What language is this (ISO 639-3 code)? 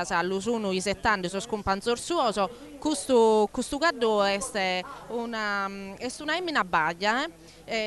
srd